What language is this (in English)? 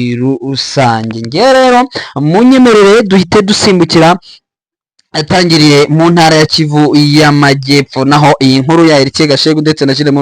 Kinyarwanda